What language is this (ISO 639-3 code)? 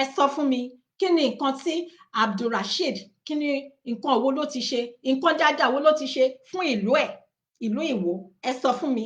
yor